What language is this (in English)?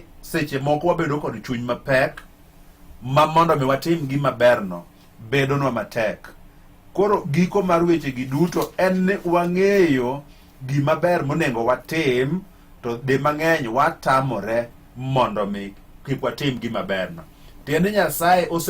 Luo (Kenya and Tanzania)